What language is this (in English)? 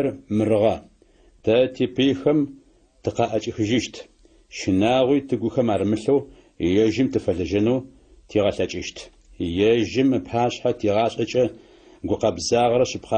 Adyghe